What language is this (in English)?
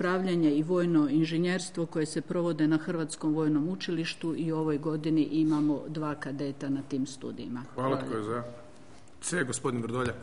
Croatian